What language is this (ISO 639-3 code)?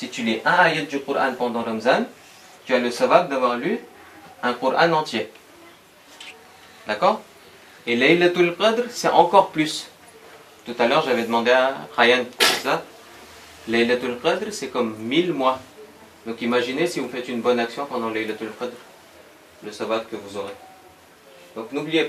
fra